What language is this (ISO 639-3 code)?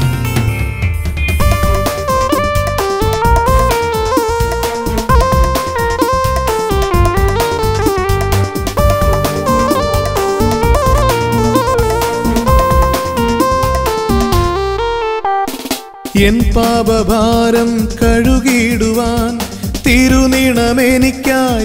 mal